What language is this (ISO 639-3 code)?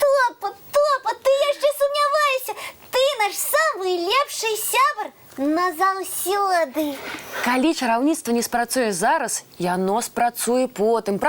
bel